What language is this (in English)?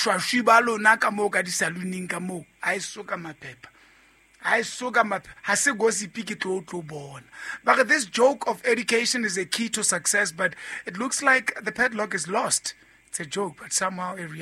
Southern Sotho